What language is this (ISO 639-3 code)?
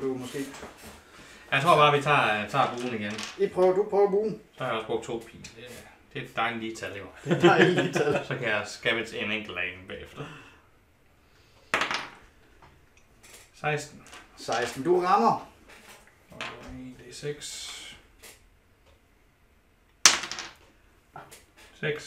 dan